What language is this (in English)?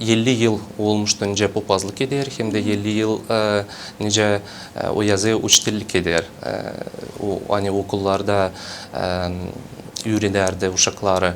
Gagauz